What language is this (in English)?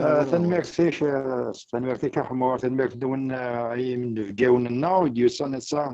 Kabyle